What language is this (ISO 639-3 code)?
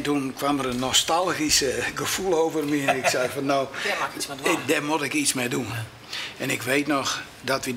fry